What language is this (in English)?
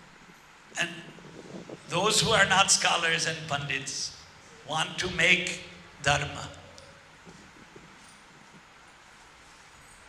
English